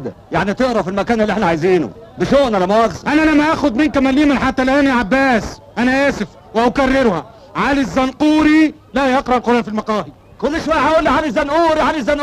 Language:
Egyptian Arabic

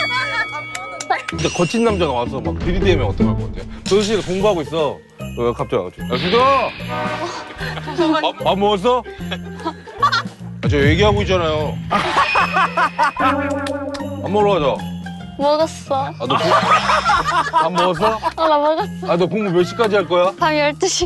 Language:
Korean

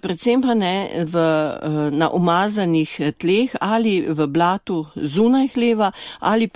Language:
Slovenian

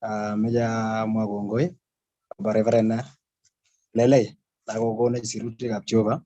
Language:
Kalenjin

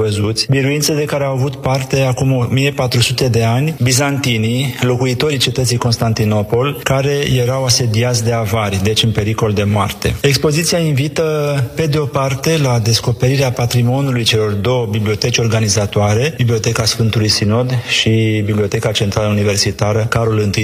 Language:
Romanian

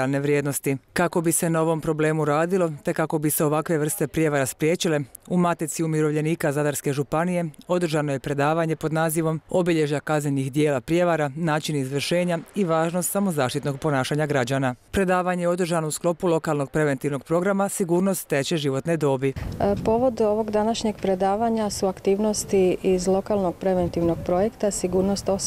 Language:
Croatian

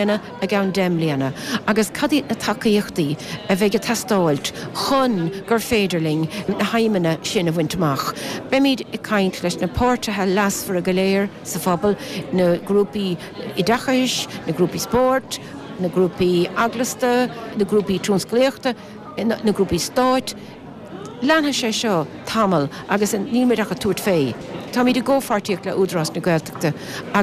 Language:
Irish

